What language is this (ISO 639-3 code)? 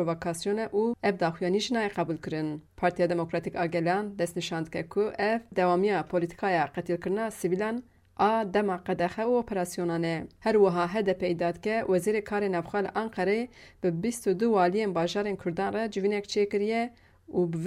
kur